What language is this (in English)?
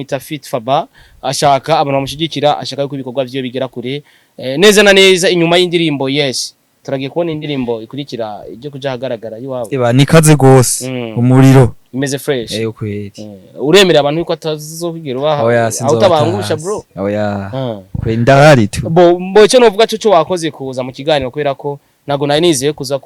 Rundi